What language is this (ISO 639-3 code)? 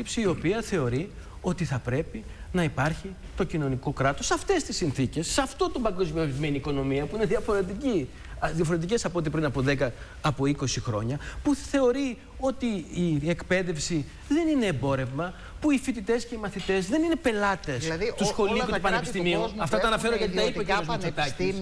ell